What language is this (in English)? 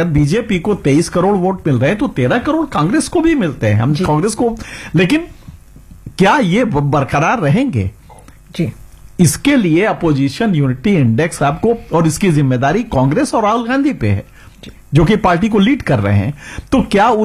Hindi